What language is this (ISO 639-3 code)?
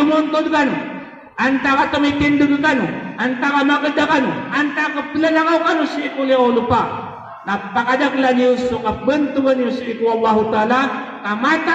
mrw